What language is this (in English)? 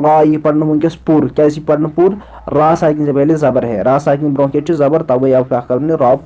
Kashmiri